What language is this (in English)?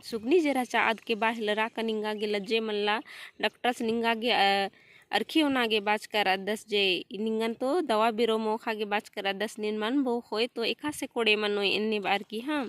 Kurukh